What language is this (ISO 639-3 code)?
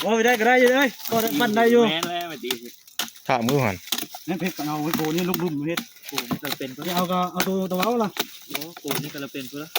tts